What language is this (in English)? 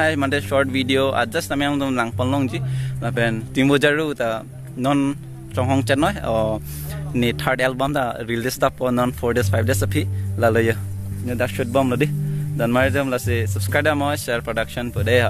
Karbi